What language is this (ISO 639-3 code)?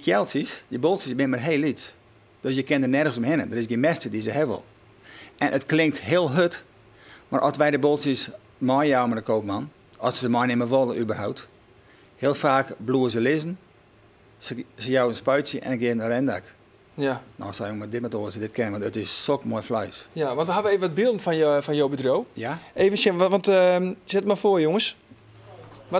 fry